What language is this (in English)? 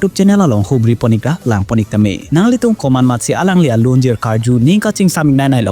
Karbi